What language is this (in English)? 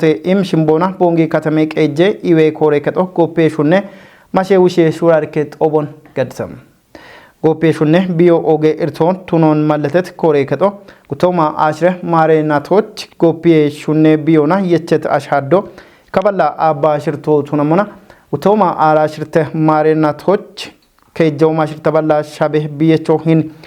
Kafa